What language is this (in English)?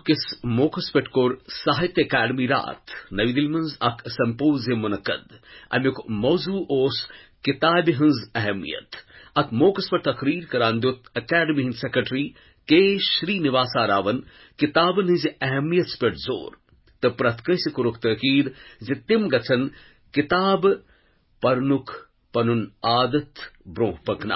Kashmiri